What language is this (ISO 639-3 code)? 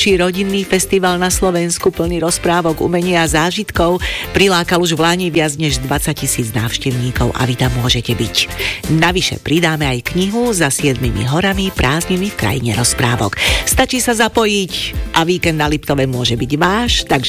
slk